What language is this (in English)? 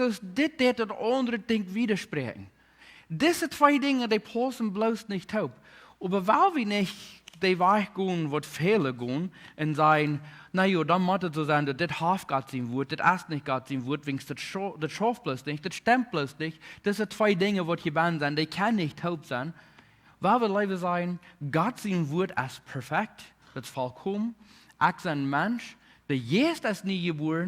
Plautdietsch